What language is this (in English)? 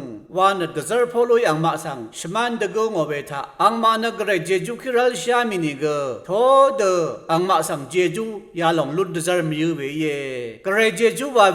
Rawang